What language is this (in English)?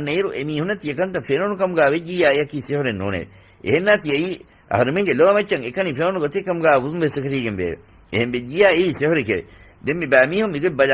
Divehi